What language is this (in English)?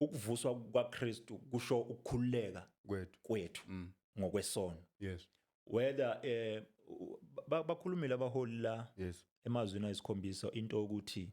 Zulu